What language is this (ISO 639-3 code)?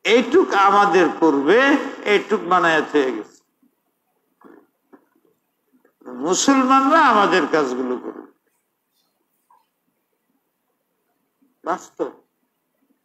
ben